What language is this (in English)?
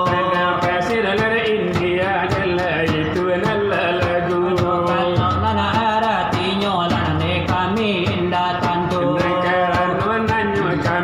Minangkabau